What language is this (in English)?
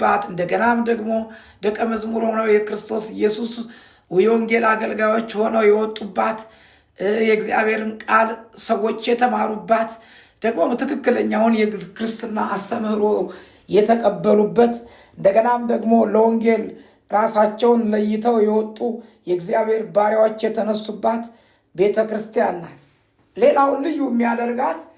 Amharic